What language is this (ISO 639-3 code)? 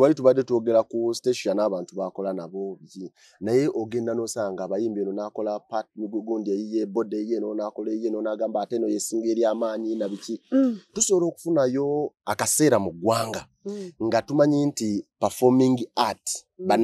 lug